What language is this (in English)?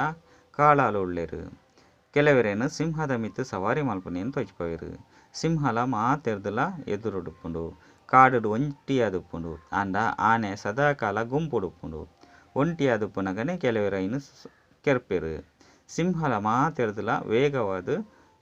Tulu